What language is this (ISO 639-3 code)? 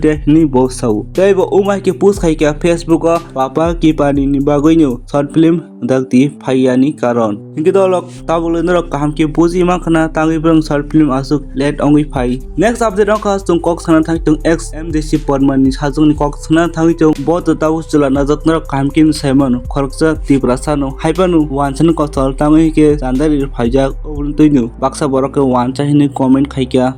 trp